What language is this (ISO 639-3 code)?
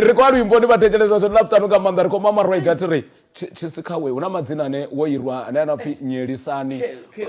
ven